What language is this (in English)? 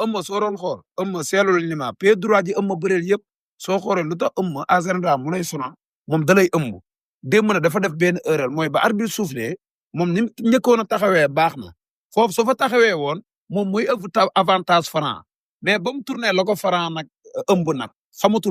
Wolof